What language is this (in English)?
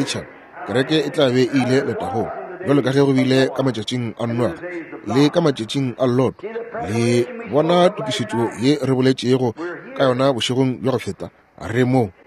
Northern Sotho